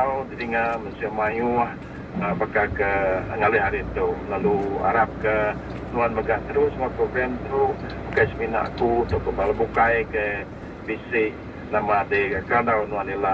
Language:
Iban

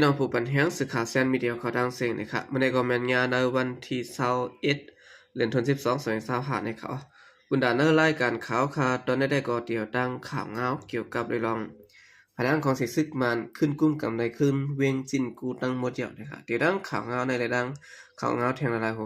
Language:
Shan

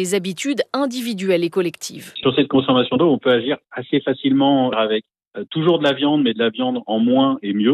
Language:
French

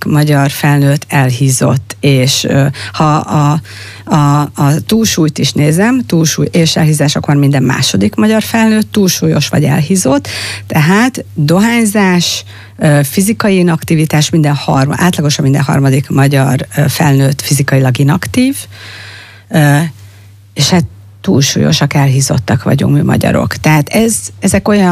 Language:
Hungarian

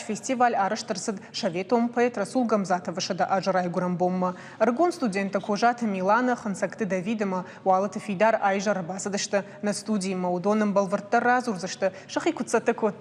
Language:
Ossetic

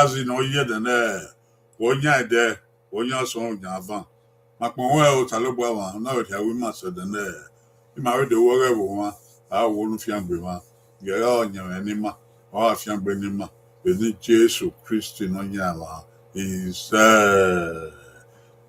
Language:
Bini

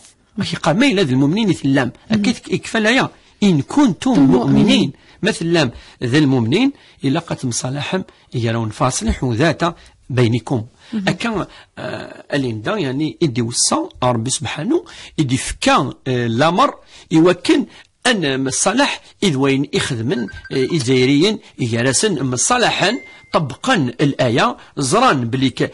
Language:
Kabyle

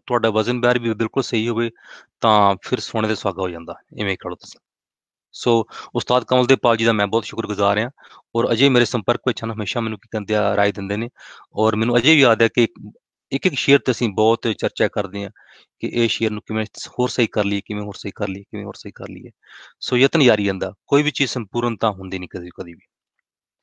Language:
Punjabi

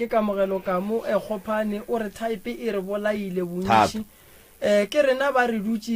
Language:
Northern Sotho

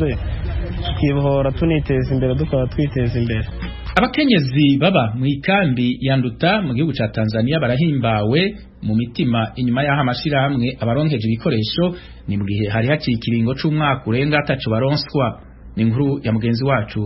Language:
Rundi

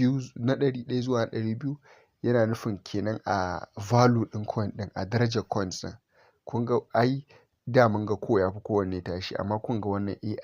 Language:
Hausa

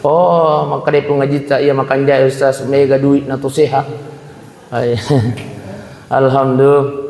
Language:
Buginese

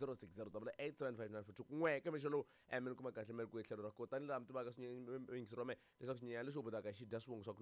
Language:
Tsonga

